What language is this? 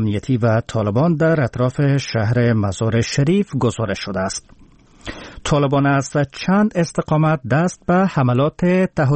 Persian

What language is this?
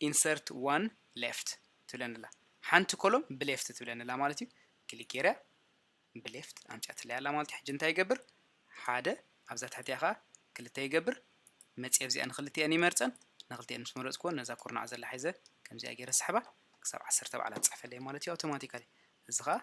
Tigrinya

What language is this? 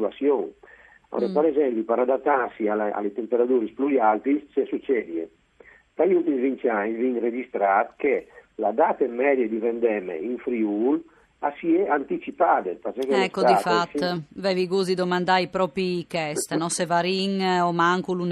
Friulian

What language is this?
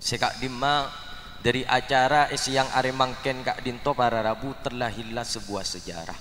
Madurese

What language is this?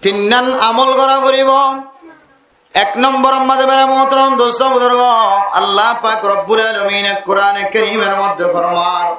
Rohingya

